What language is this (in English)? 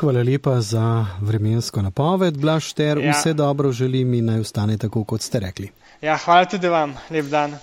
Slovenian